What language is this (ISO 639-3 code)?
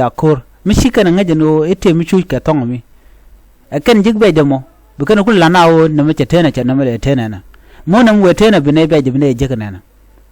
nus